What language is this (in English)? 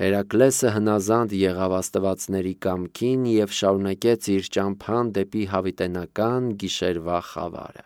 Armenian